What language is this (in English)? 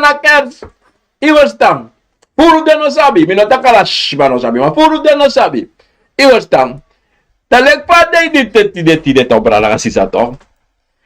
Sranan Tongo